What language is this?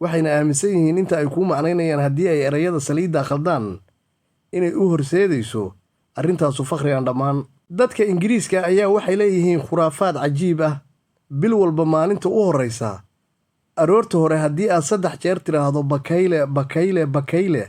Somali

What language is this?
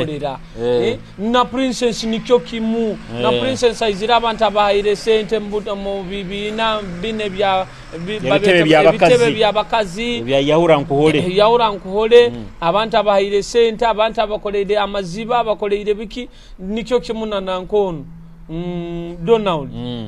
Nyoro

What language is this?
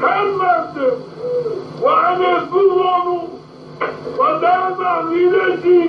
Zaza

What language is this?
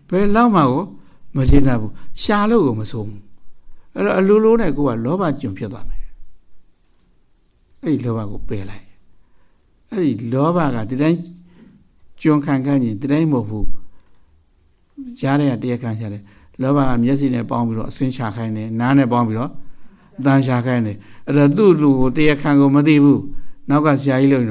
Burmese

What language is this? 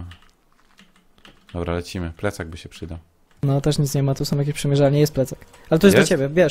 Polish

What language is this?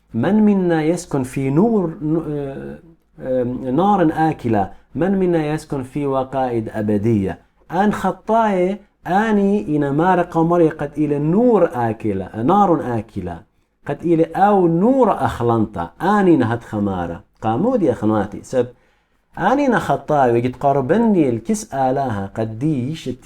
Assyrian Neo-Aramaic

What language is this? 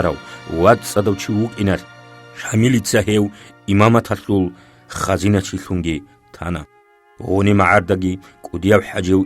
Avaric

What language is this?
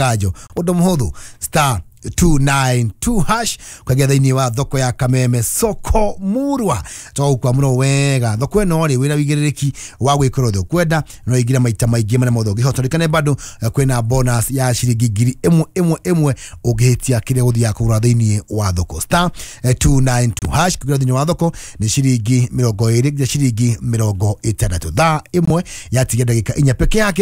Kikuyu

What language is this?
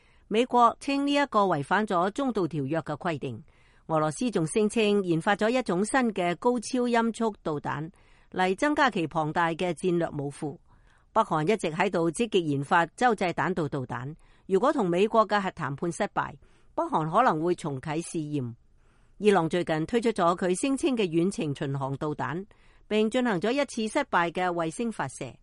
Cantonese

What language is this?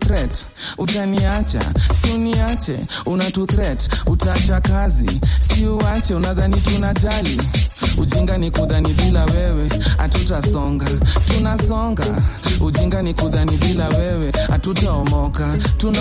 Swahili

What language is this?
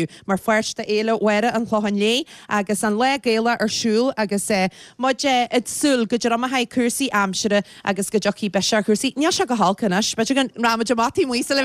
Irish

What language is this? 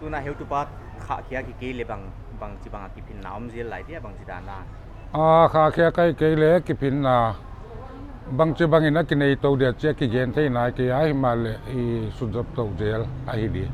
Paite Chin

